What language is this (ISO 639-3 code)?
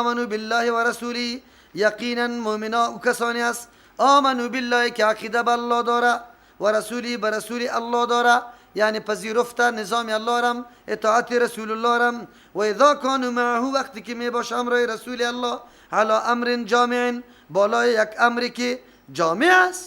fas